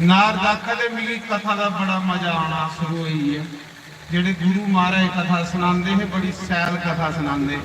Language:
Dogri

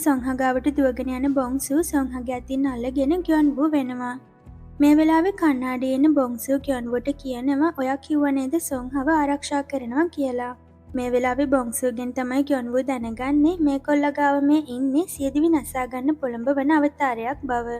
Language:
Sinhala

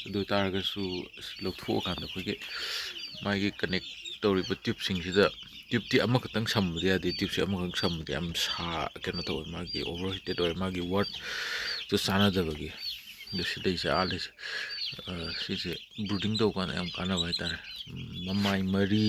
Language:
Manipuri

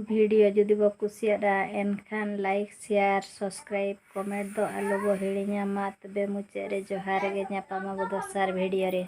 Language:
Santali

